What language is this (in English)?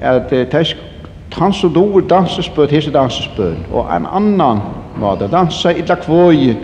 Faroese